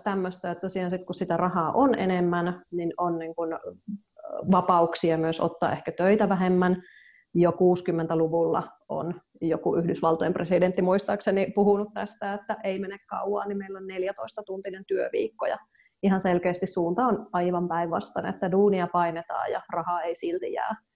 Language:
Finnish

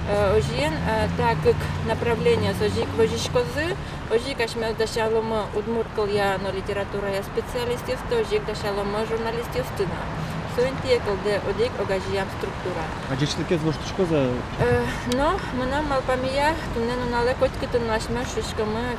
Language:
Udmurt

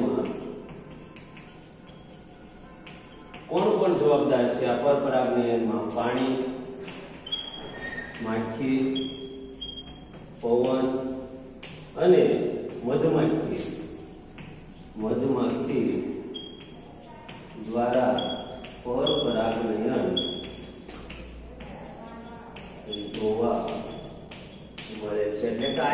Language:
Gujarati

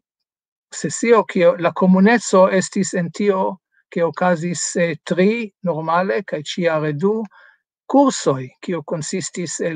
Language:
Esperanto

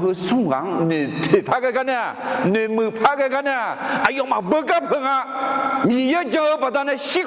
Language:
Akha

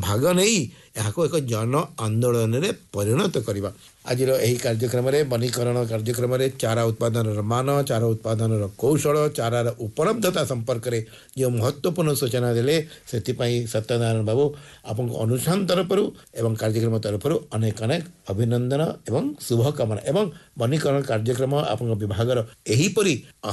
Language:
Odia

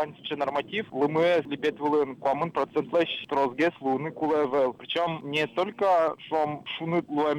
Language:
Udmurt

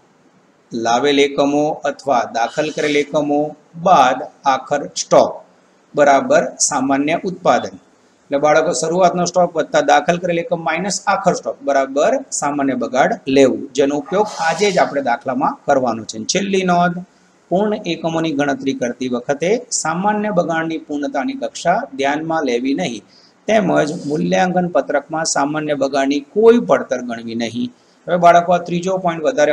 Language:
Gujarati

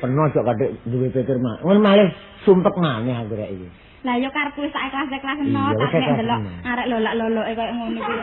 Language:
Javanese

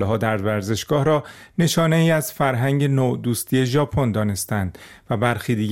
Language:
Persian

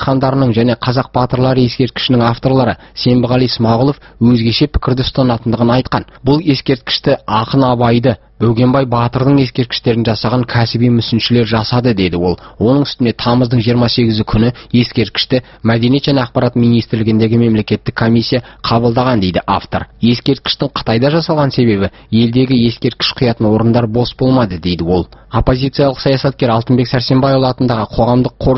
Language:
Kazakh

